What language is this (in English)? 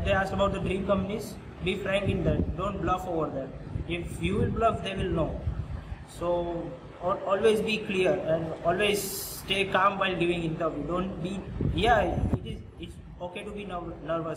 English